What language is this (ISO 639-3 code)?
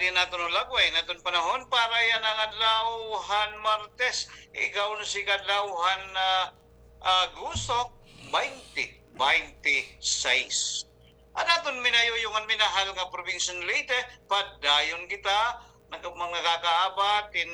war